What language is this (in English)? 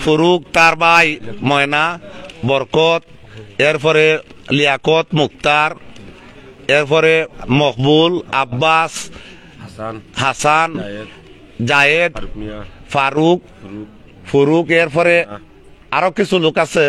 Sylheti